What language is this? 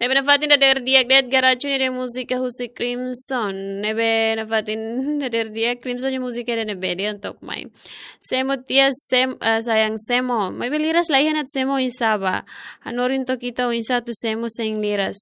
Tetum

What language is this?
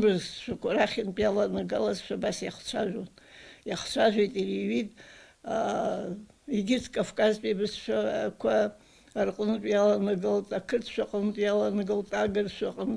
Abkhazian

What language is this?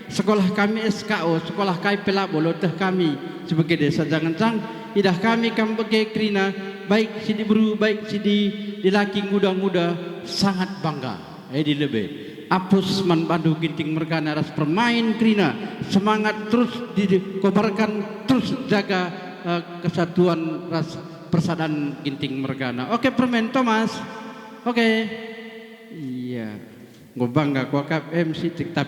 Batak Karo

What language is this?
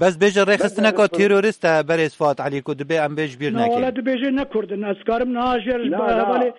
Kurdish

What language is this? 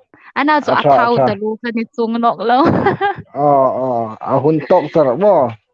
Hmar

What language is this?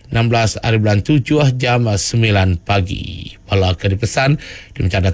Iban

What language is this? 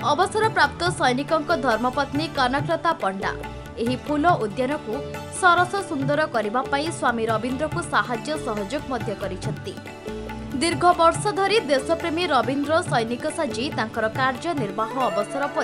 Odia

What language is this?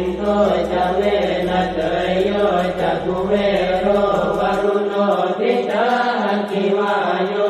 Pali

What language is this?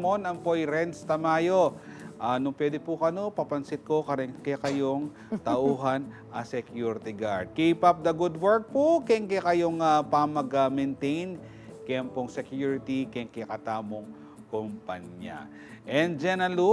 Pampanga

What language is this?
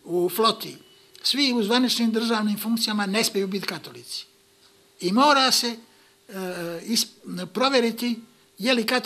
Bosnian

